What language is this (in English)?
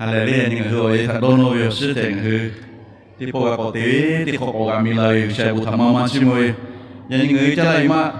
Lahu